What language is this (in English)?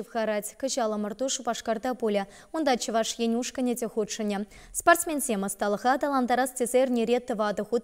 Chuvash